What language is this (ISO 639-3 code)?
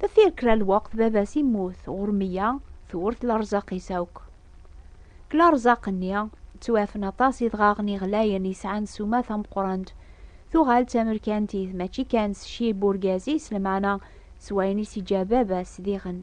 kab